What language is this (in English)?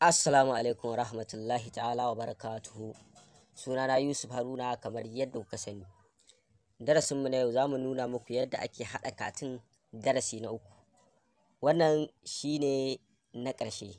Hausa